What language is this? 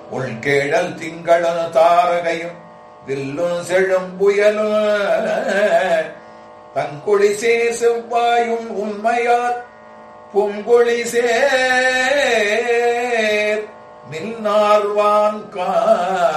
Tamil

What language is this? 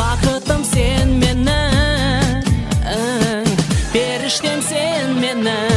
Kazakh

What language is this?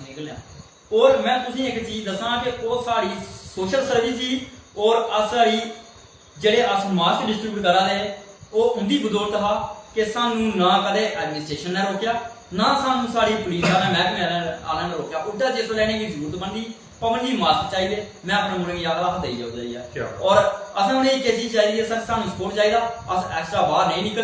Dogri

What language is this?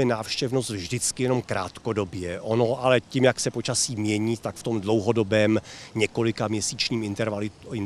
Czech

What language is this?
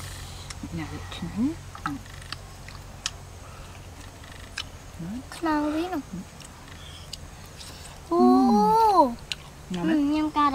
Vietnamese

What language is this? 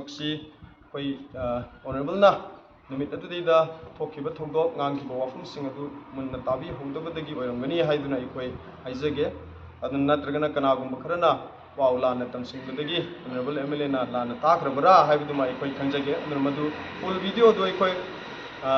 Manipuri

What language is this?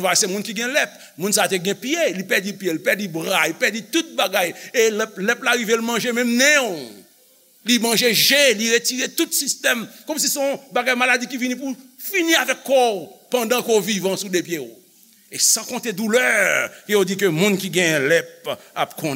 Haitian Creole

